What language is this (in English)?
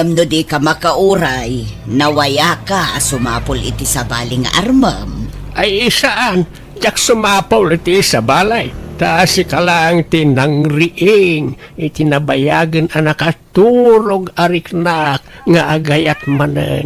Iloko